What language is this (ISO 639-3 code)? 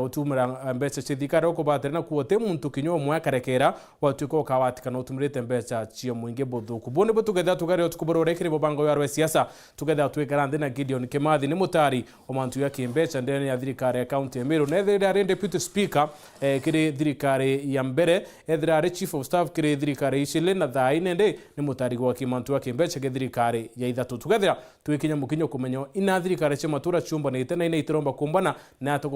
mer